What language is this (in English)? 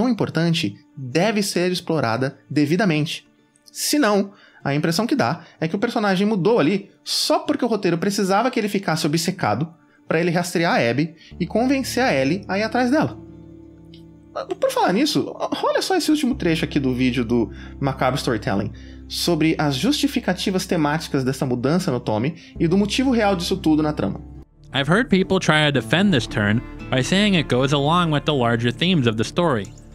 Portuguese